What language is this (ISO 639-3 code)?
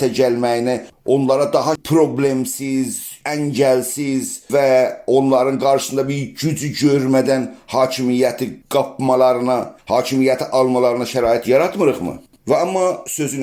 azb